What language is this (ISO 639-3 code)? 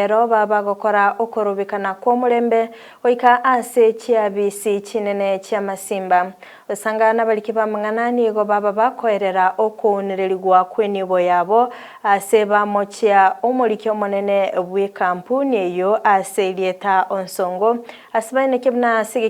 guz